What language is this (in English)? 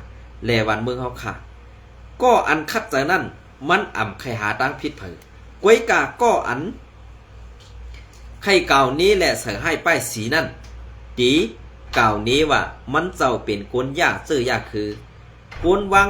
Shan